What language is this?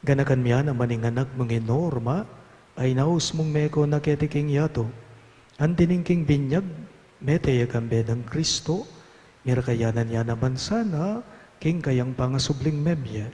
Pampanga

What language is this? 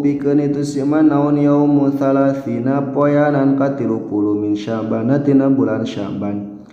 Sundanese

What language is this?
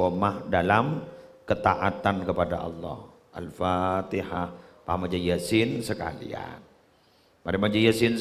Madurese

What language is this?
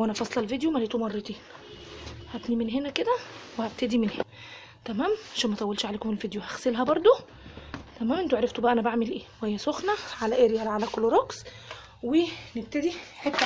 Egyptian Arabic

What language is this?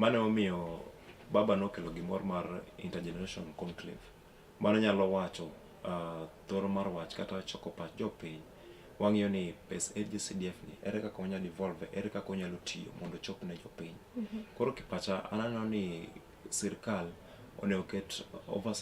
Luo (Kenya and Tanzania)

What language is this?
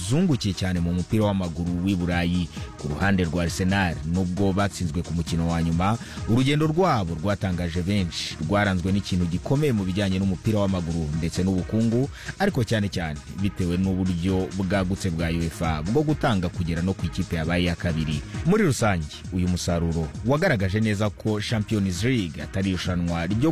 Kinyarwanda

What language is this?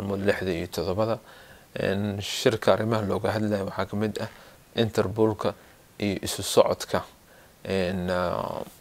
Somali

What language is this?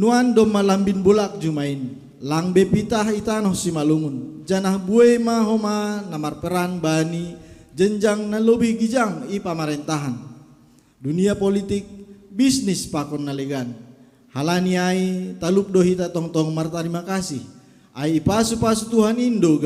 Batak Simalungun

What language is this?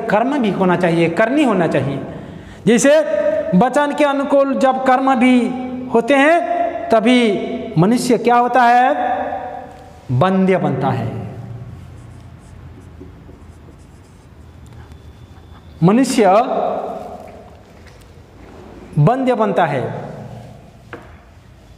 Hindi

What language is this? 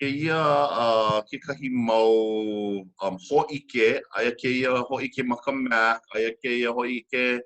Hawaiian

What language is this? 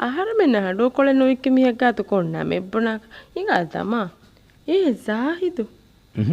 Divehi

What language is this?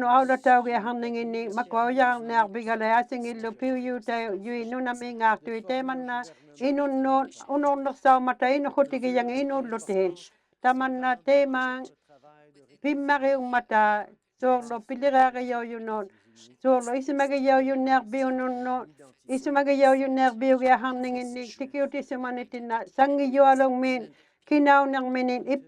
Inuktitut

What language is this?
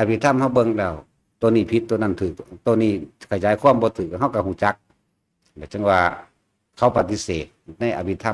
Northeastern Thai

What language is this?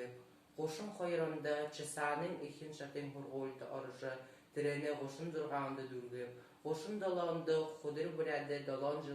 Buriat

